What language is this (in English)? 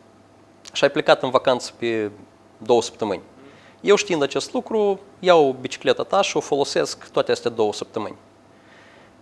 Romanian